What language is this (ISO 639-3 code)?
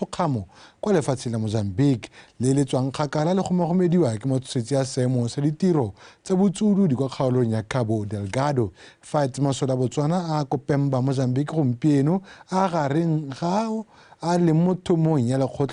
tsn